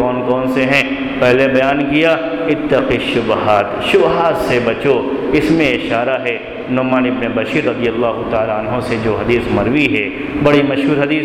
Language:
Urdu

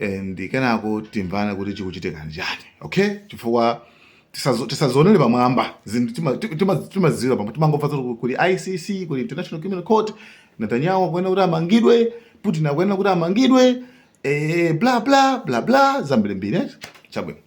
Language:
Nyanja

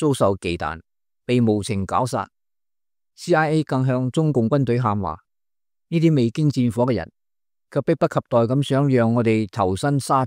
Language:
Cantonese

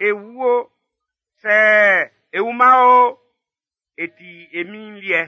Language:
Baoulé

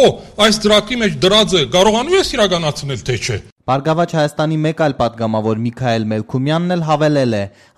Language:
Armenian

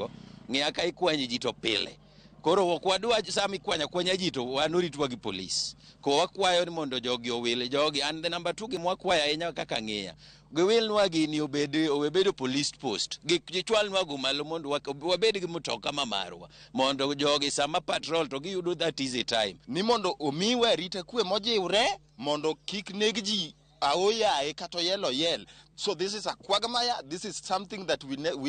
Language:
Luo (Kenya and Tanzania)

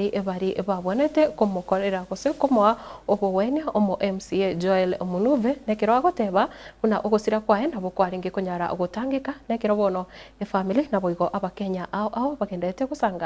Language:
Gusii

